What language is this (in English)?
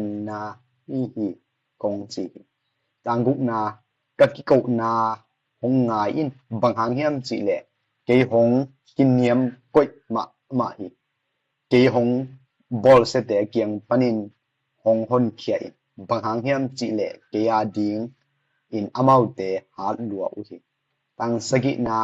Tedim Chin